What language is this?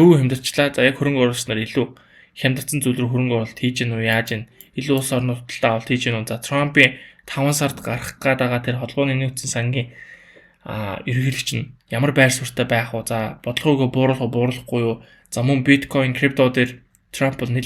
Mongolian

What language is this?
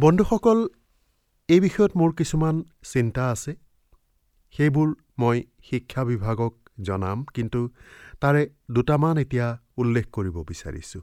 Assamese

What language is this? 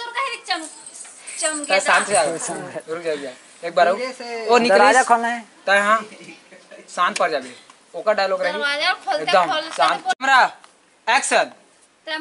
Chhattisgarhi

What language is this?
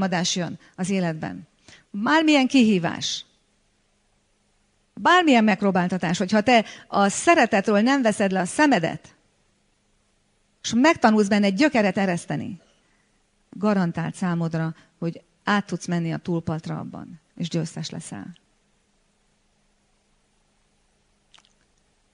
Hungarian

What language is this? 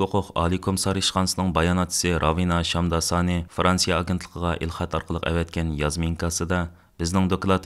Uyghur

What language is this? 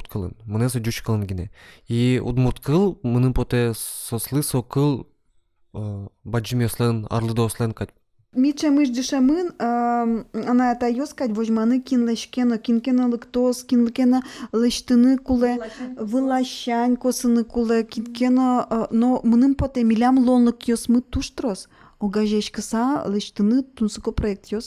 Udmurt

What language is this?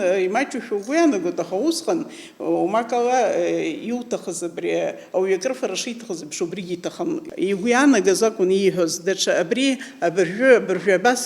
Abkhazian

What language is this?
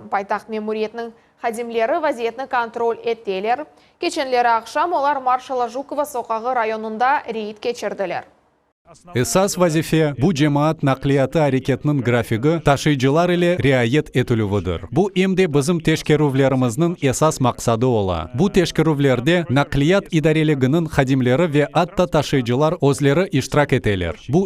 Crimean Tatar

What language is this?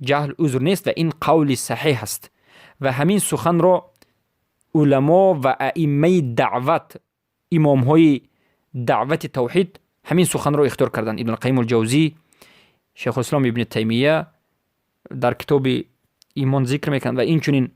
Persian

